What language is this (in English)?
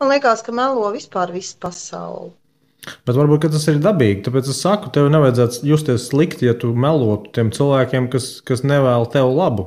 Latvian